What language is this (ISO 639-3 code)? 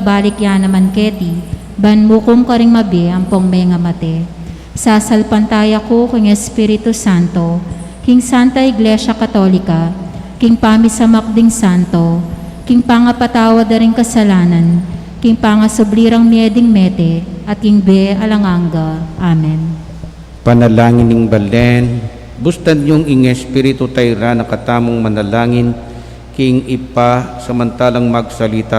pam